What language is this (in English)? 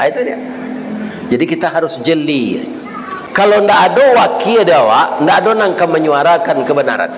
Minangkabau